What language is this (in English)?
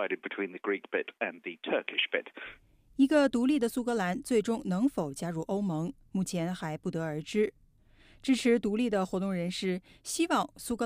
Chinese